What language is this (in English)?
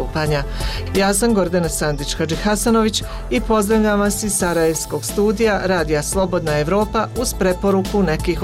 Bosnian